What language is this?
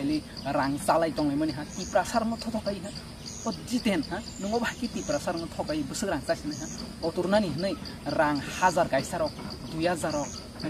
Kok Borok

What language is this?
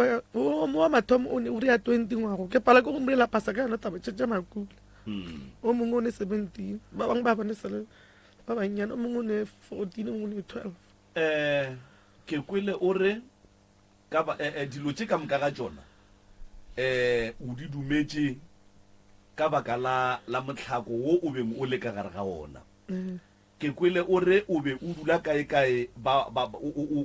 Northern Sotho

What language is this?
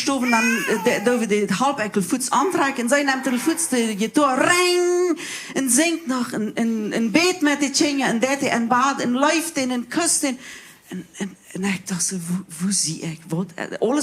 Plautdietsch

